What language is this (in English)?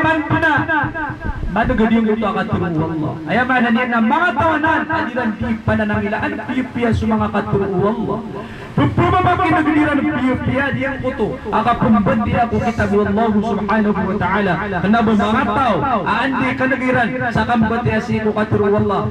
Maranao